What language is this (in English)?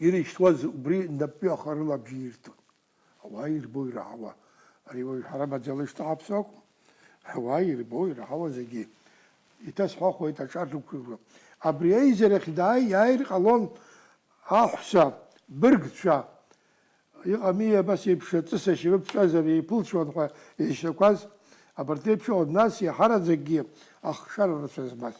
Abkhazian